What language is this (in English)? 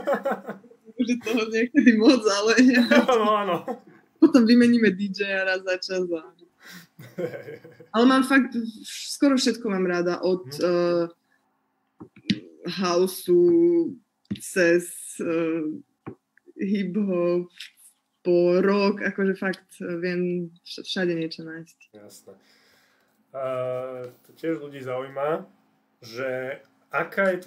Slovak